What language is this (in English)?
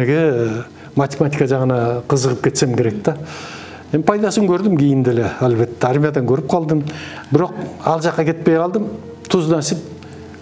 Kyrgyz